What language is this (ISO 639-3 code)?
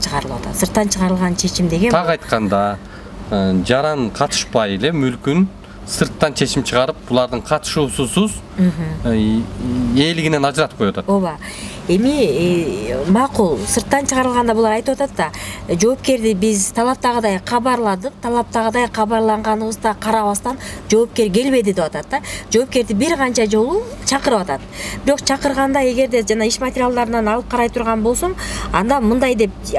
kir